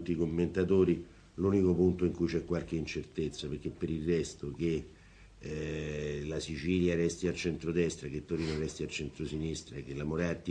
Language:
Italian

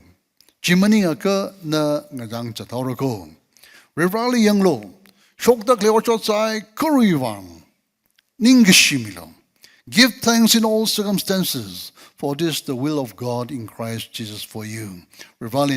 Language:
Tangkhul Naga (India)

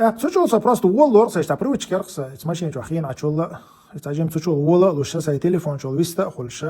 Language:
Chechen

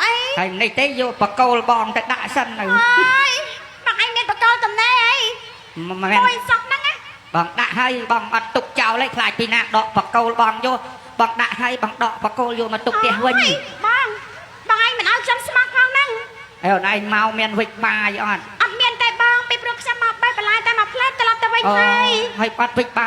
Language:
Khmer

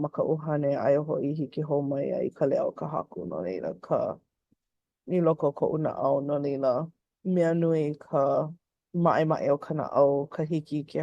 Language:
Hawaiian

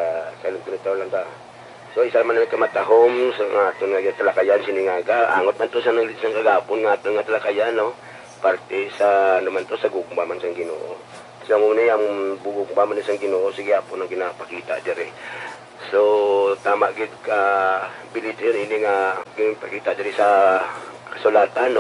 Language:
Hiligaynon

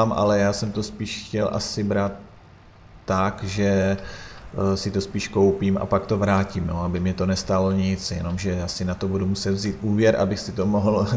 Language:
Czech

